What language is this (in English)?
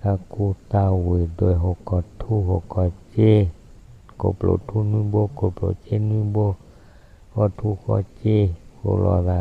S'gaw Karen